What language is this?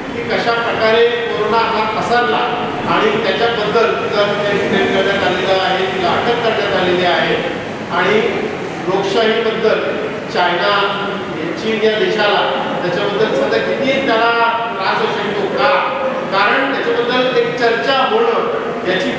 Marathi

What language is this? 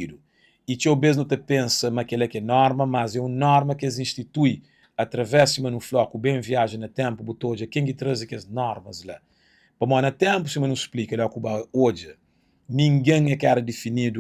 Kabuverdianu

